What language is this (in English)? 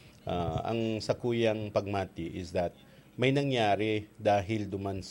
Bikol